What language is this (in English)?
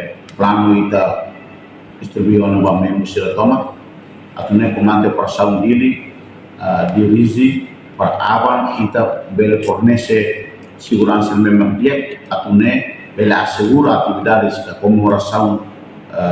Tetum